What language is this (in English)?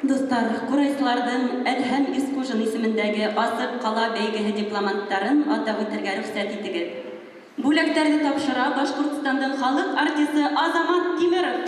Bashkir